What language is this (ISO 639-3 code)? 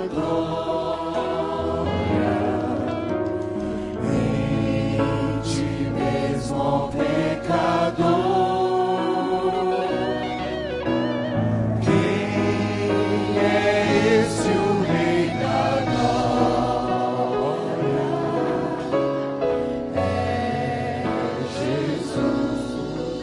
por